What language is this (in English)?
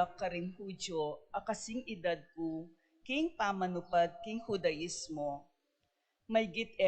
Pampanga